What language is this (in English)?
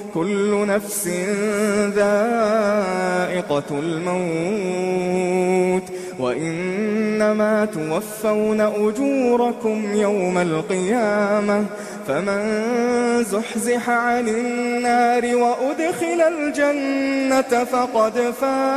Arabic